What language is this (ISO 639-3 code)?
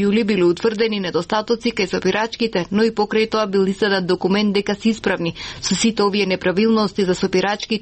mkd